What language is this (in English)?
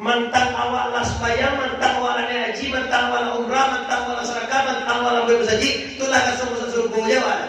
Minangkabau